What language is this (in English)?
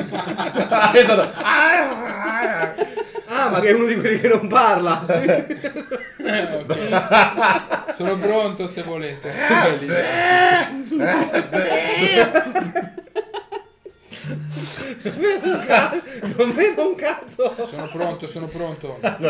Italian